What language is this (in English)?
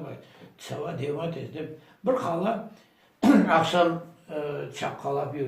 Crimean Tatar